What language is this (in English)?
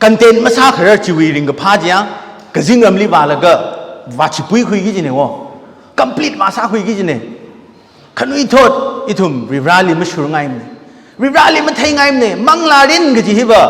Tangkhul Naga (India)